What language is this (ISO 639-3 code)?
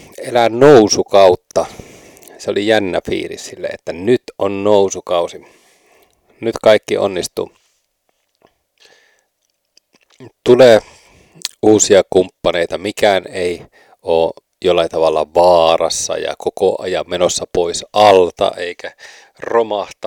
fin